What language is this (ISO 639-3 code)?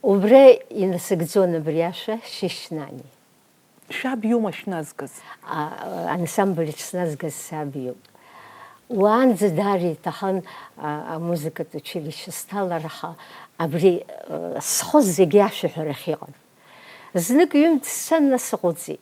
abk